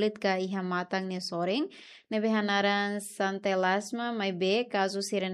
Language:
Tetum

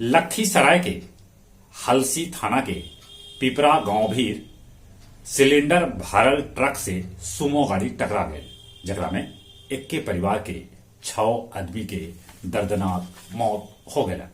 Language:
Magahi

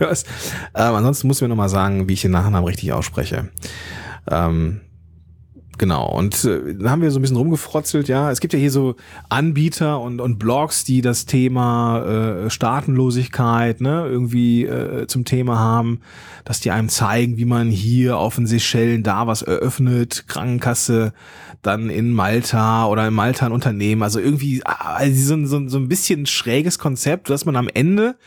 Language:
German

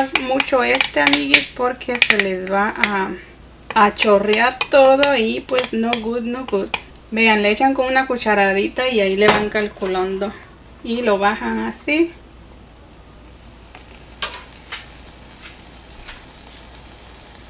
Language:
Spanish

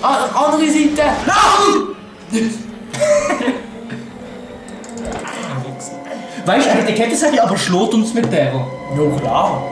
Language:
Swiss German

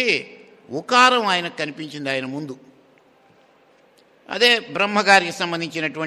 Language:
Telugu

